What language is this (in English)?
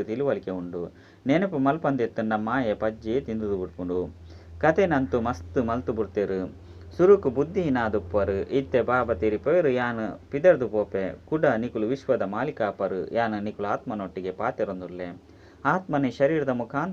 Tulu